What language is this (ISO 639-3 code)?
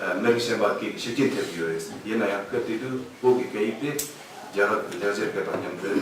bod